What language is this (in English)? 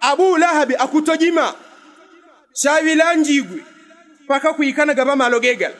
Yao